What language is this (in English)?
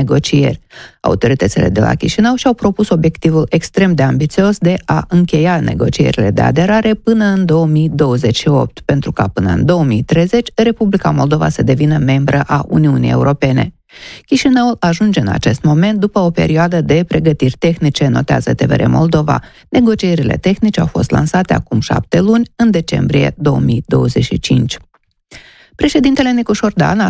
Romanian